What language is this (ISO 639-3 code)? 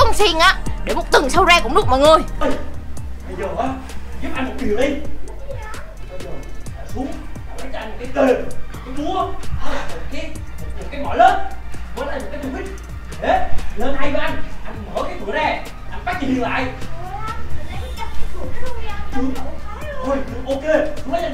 vie